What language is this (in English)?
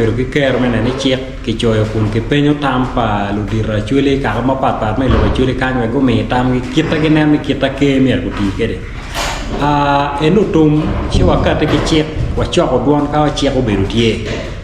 Acoli